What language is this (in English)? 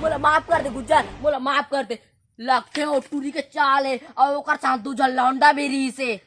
Chhattisgarhi